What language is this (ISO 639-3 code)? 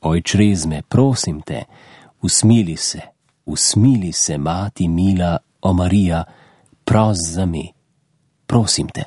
slv